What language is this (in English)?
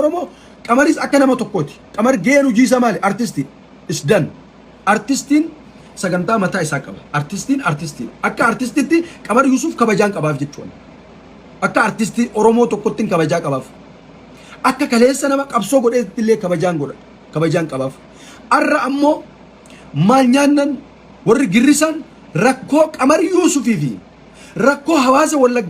Oromo